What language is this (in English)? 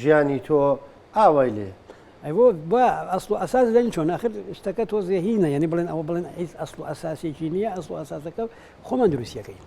Central Kurdish